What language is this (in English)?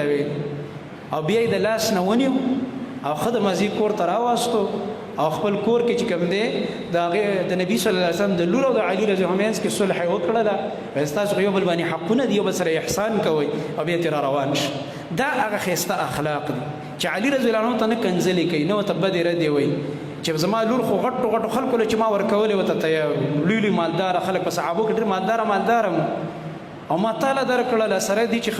Pashto